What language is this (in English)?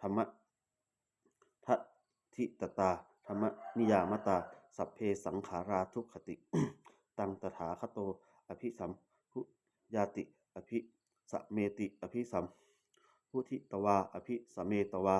Pali